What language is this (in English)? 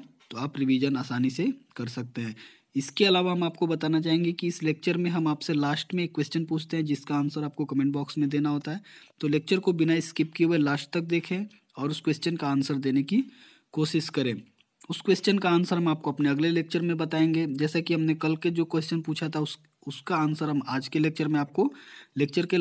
Hindi